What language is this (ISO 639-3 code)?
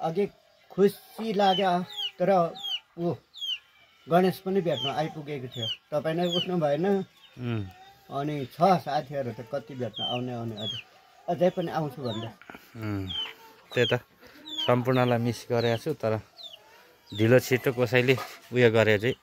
nep